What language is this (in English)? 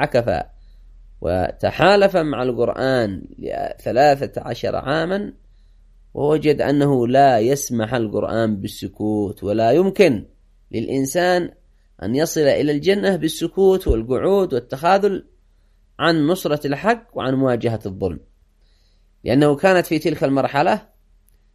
Arabic